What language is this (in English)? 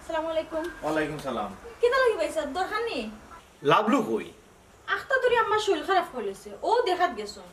Sylheti